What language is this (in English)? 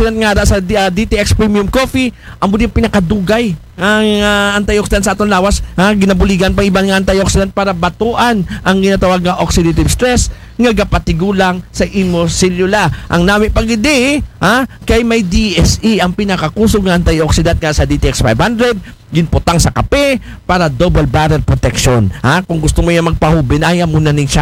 Aklanon